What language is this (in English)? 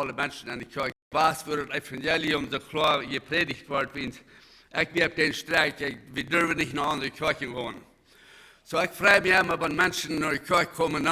Plautdietsch